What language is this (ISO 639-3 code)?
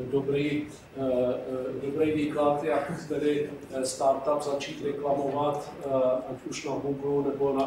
ces